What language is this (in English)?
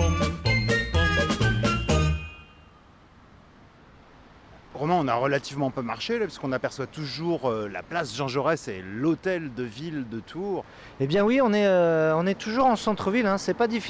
French